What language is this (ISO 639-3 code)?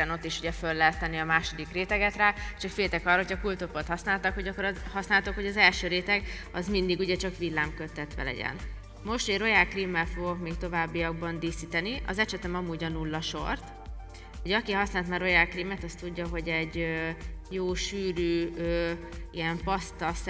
hun